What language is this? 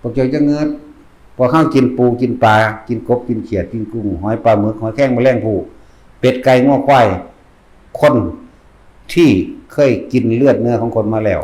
Northeastern Thai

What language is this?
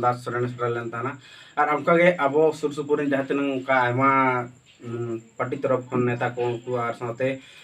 Santali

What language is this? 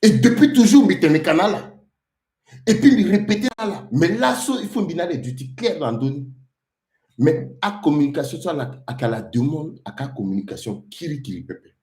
Sango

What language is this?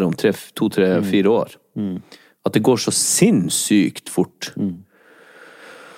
Norwegian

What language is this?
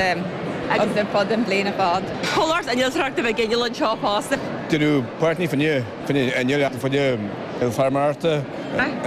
Irish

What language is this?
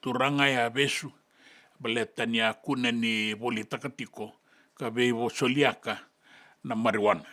Fijian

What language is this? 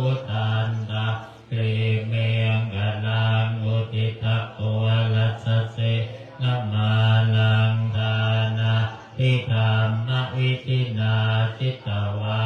Pali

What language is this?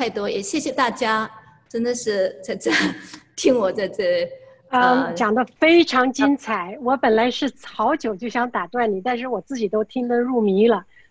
Chinese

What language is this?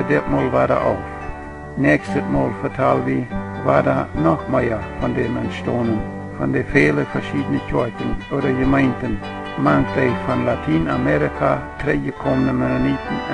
Plautdietsch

